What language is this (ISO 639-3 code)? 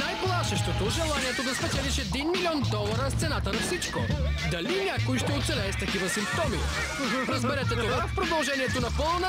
bul